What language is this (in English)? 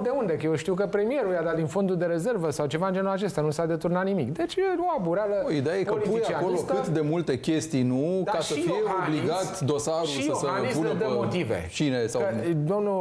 Romanian